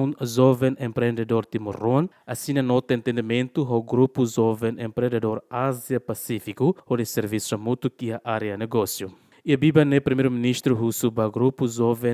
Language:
Tetum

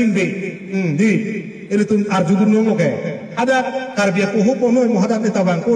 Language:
Karbi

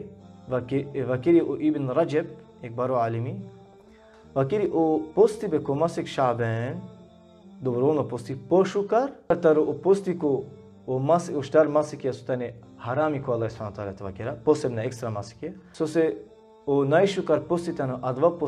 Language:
Balkan Romani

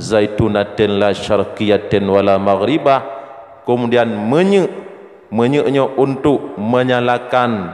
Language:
Achinese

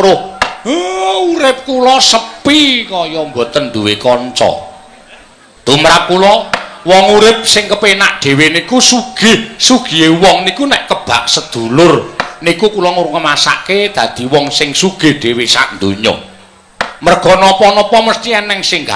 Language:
Javanese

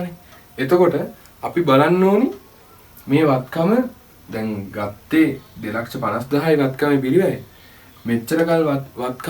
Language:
Sinhala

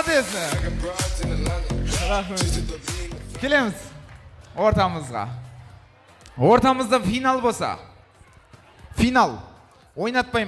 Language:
Kazakh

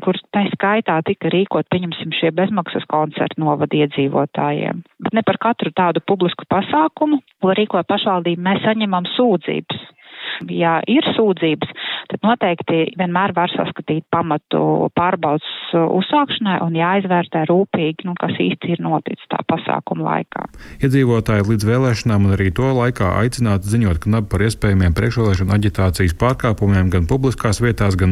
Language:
Latvian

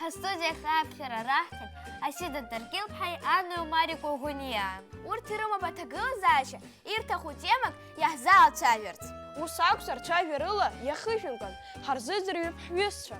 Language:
Abkhazian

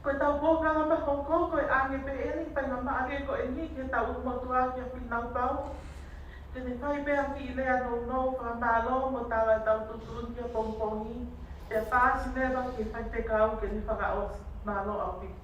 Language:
Tongan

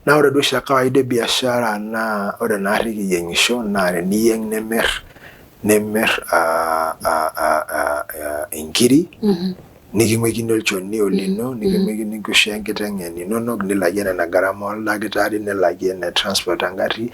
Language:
Masai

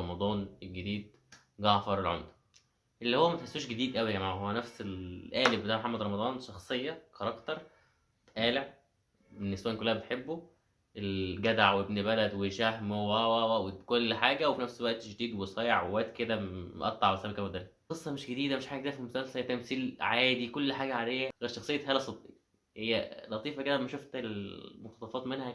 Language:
Egyptian Arabic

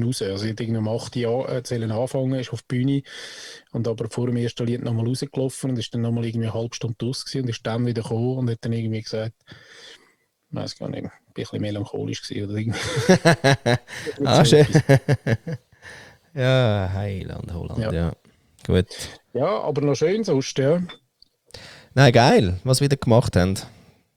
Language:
German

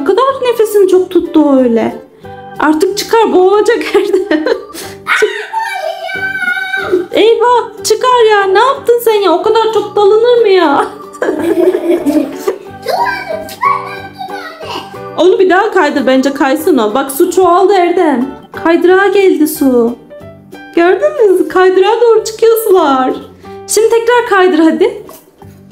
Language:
Turkish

